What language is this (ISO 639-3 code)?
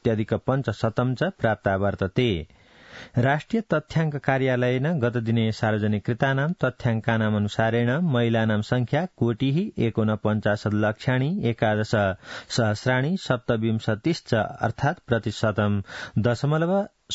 san